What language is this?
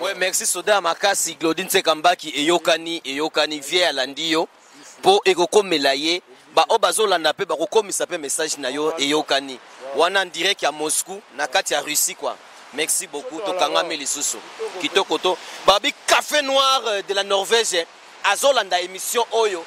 Lingala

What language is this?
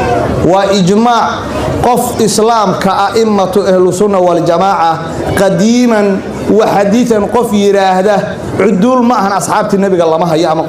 Somali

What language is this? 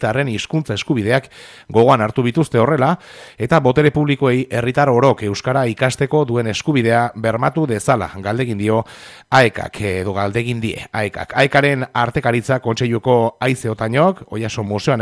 Basque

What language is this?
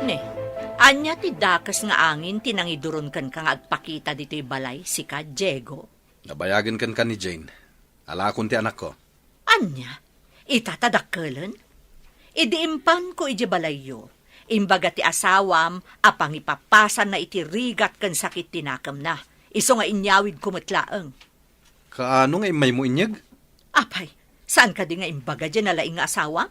Iloko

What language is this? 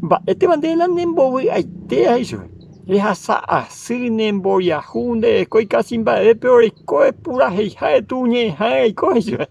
Guarani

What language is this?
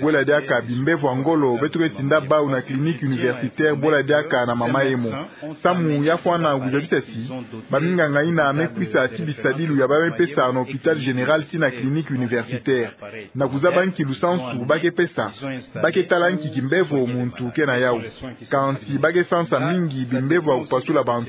Kituba (Democratic Republic of Congo)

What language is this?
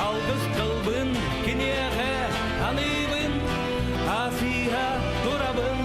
Yakut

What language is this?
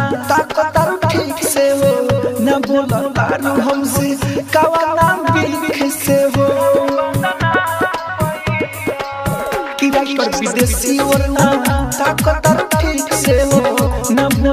Bhojpuri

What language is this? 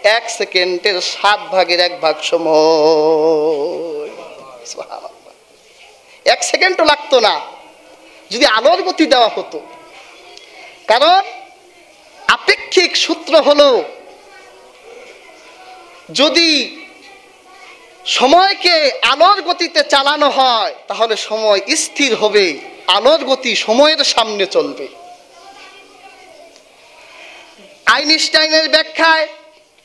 Bangla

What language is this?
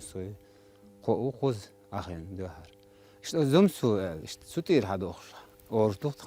Chechen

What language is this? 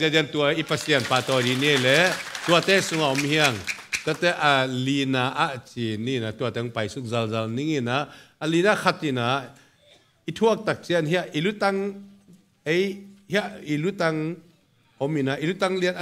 Tedim Chin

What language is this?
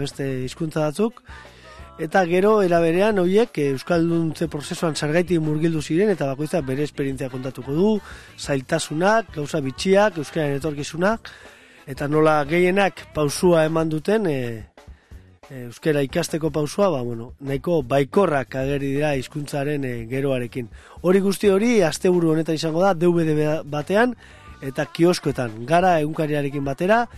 Basque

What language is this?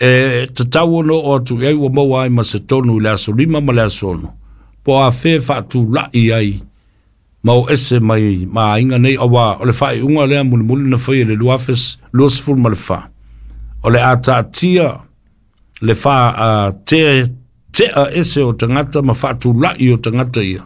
Samoan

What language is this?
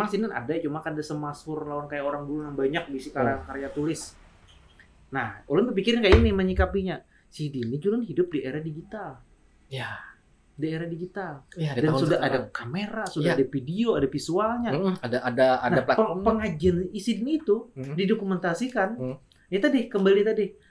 Banjar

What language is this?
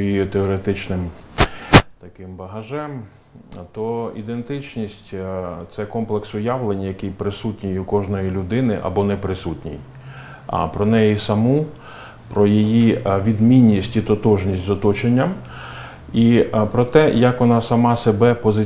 Ukrainian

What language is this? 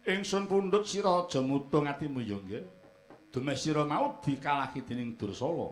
Javanese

